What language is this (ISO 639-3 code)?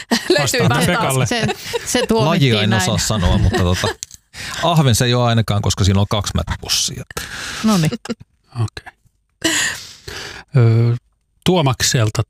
fin